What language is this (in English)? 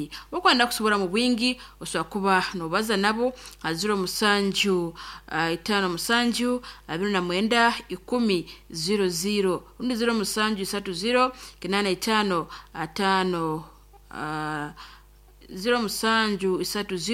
Nyoro